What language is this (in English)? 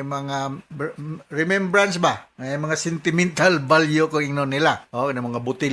Cebuano